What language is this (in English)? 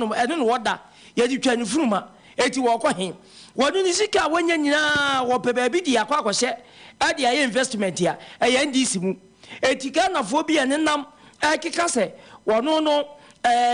Akan